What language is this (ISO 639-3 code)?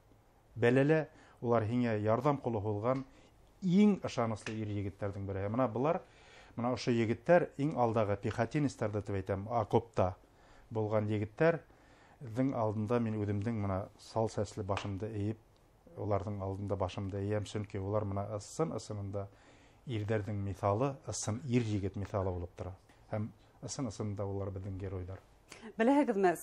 bak